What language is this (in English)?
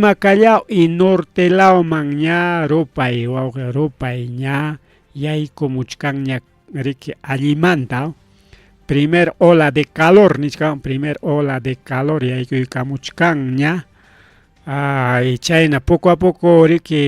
Ayacucho Quechua